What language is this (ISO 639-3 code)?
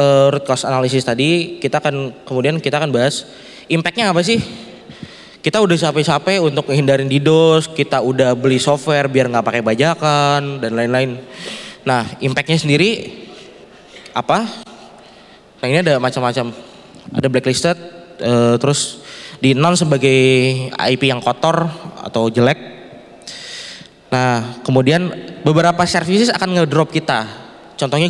ind